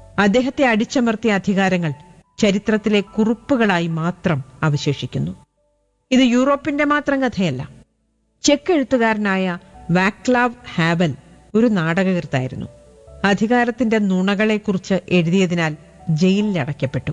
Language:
Malayalam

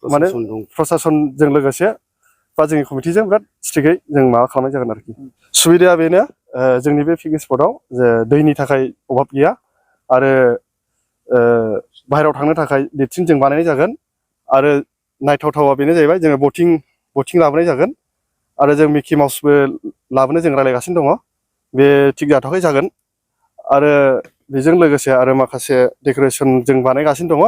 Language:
Bodo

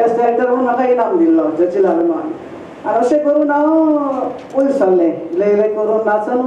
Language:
Konkani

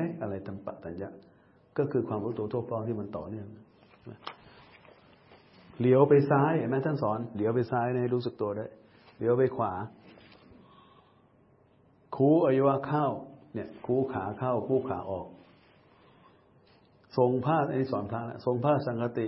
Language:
Thai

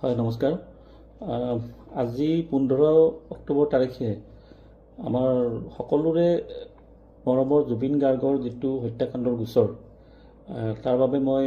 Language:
Assamese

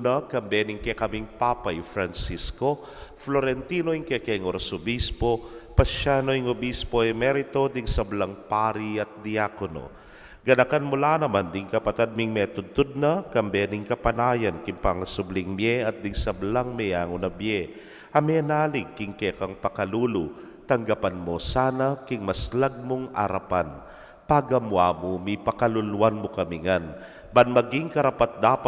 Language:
Pampanga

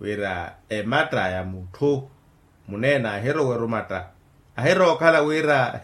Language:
Makhuwa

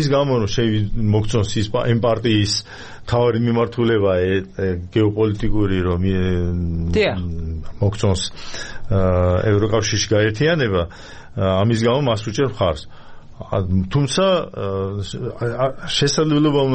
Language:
Georgian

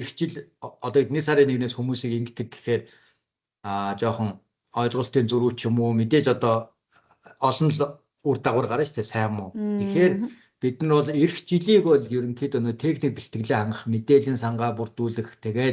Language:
Mongolian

